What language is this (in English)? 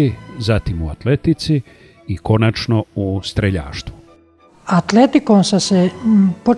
Serbian